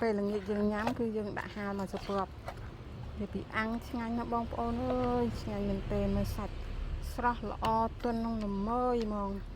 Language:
Khmer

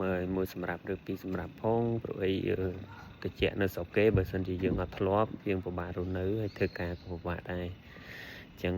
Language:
Khmer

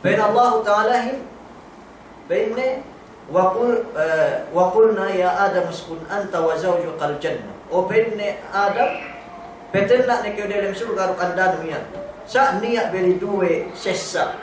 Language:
Yakan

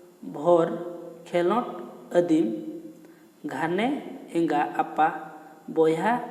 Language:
Santali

